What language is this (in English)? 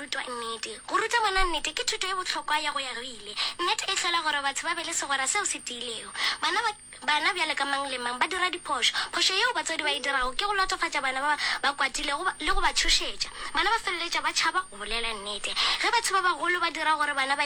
Northern Sotho